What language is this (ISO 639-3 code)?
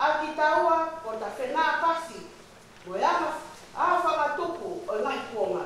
ton